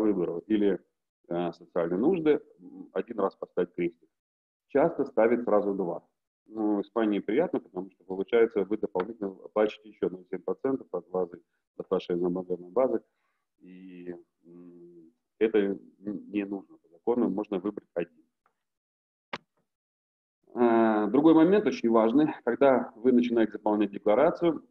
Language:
Russian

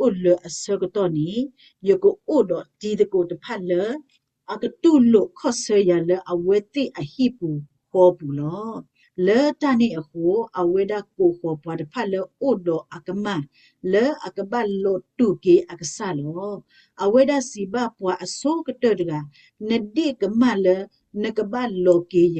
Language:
S'gaw Karen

